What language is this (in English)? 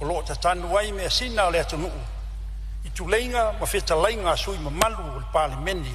Samoan